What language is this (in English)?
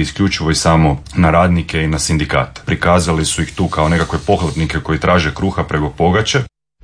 Croatian